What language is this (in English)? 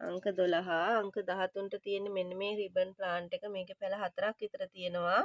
Sinhala